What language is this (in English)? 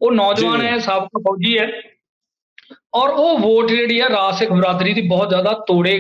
Punjabi